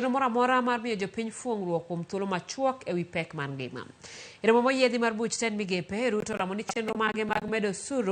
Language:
Luo (Kenya and Tanzania)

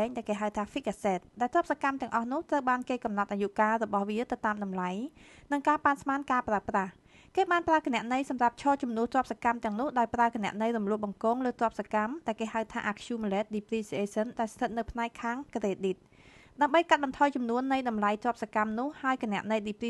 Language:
Khmer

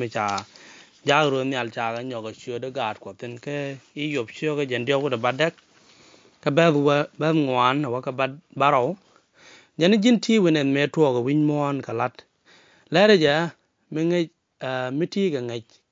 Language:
Nuer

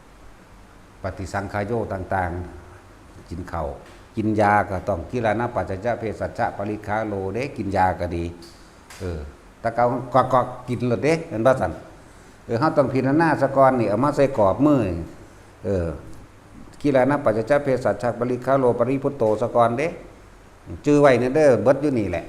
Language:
Northeastern Thai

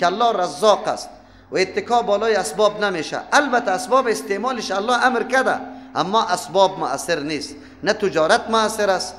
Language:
Persian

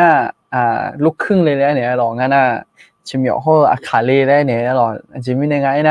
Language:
Akha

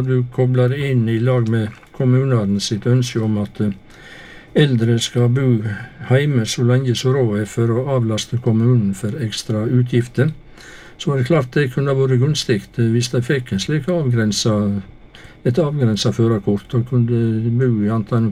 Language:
Norwegian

